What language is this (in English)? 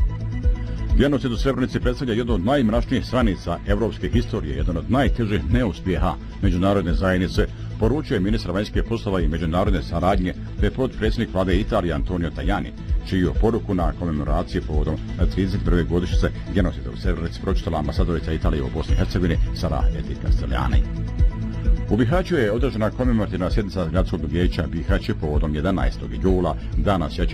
Bosnian